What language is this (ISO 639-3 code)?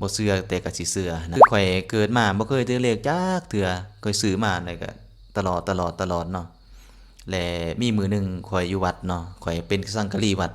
lao